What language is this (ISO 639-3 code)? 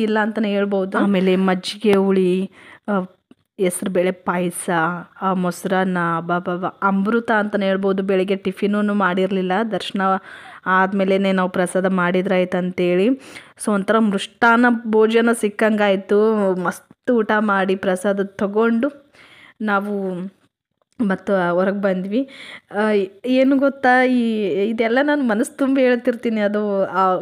kan